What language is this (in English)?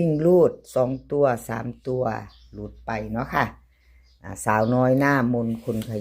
Northeastern Thai